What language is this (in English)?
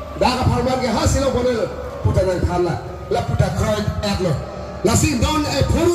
Karbi